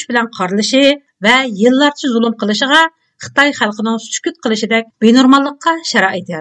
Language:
Uyghur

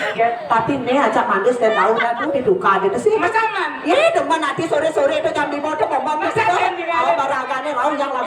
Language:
Balinese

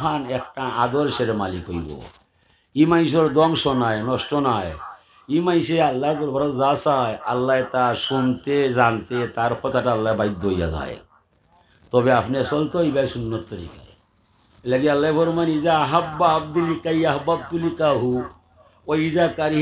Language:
Sylheti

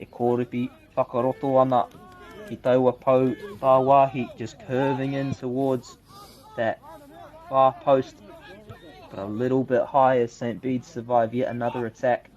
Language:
Māori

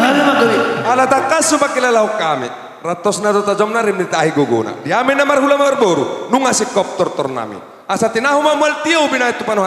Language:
Batak Toba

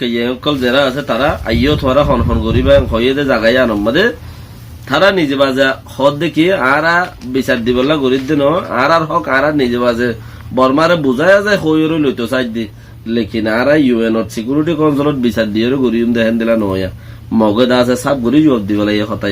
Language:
Rohingya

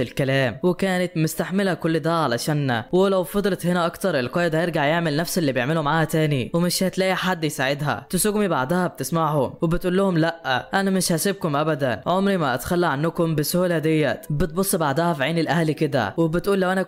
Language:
Egyptian Arabic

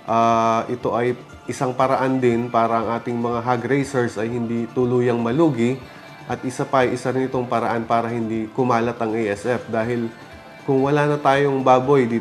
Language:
Filipino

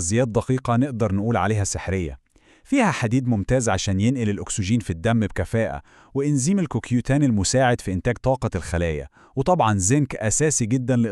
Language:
Egyptian Arabic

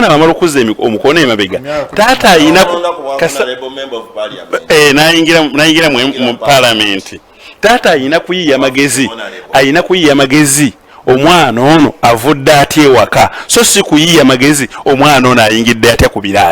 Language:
Ganda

